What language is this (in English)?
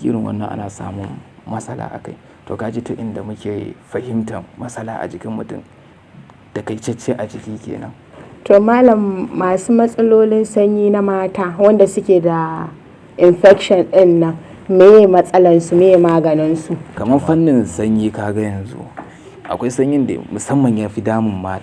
Hausa